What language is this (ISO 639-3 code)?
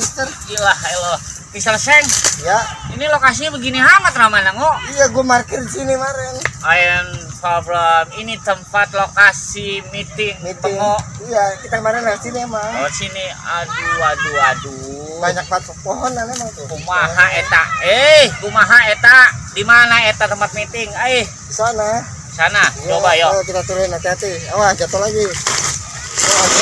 bew